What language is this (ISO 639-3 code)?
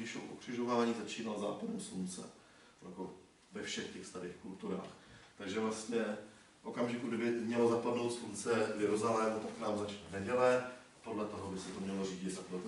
ces